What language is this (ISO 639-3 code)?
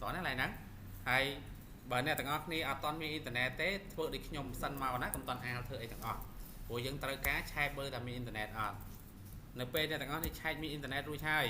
khm